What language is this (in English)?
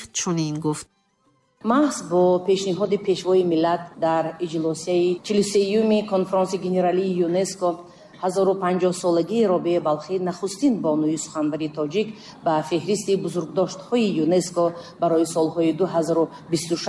Tajik